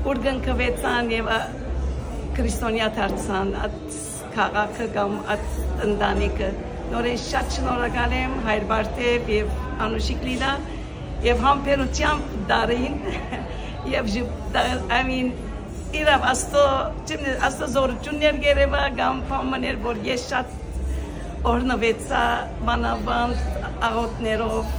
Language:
Western Armenian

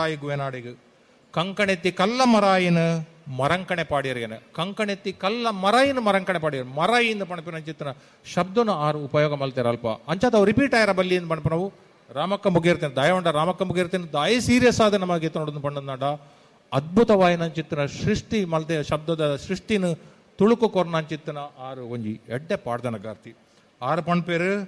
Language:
Tulu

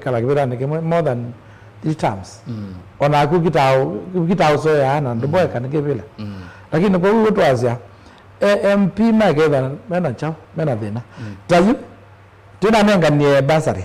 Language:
Kamba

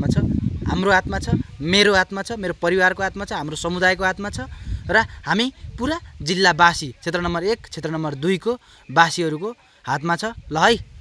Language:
Nepali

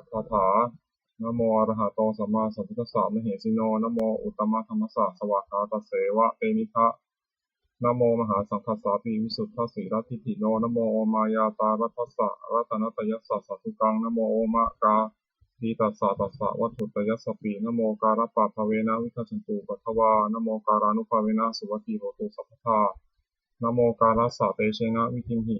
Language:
Pali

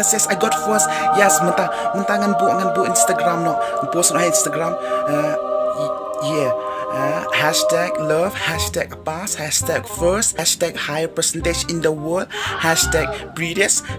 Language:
Khasi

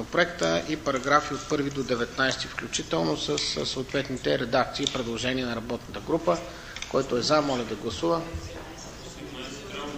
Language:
Bulgarian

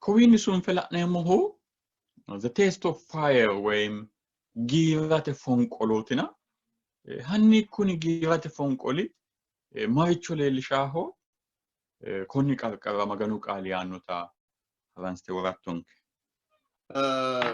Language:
Sidamo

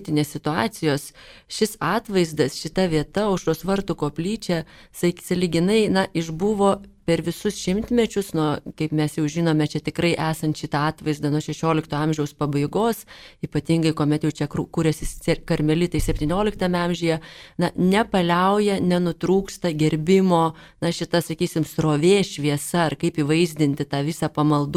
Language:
Lithuanian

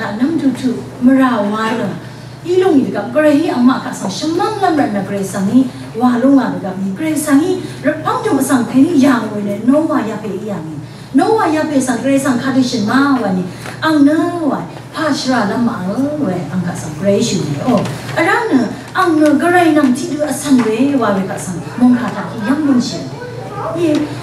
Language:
Rawang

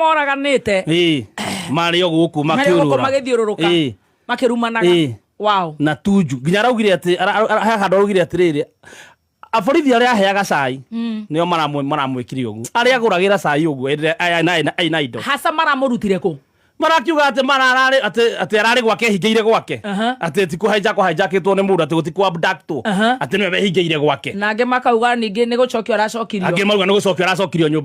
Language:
Kikuyu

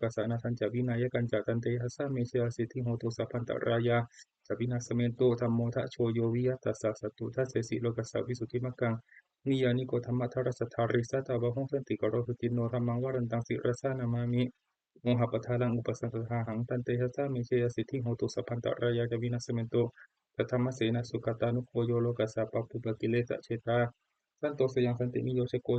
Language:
Pali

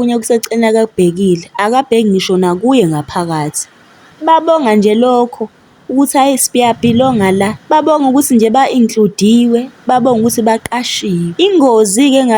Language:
Zulu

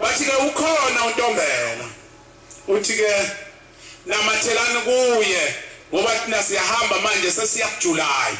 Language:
Zulu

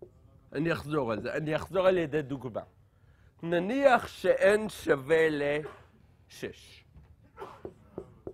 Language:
Hebrew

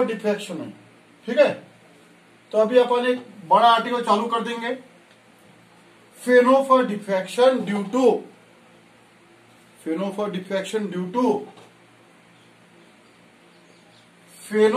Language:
Hindi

